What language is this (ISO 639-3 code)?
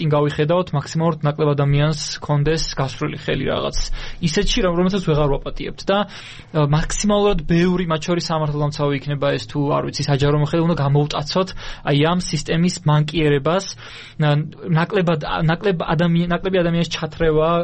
kat